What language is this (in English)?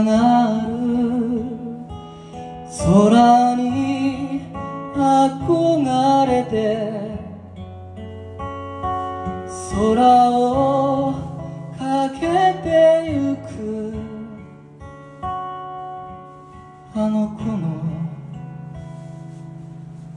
Japanese